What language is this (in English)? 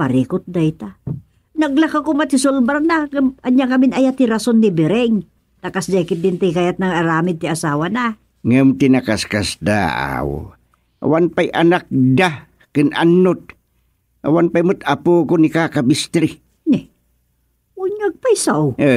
Iloko